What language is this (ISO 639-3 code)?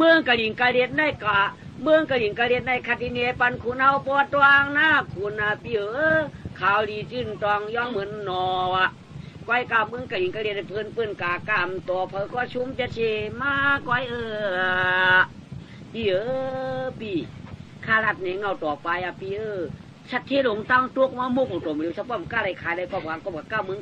shn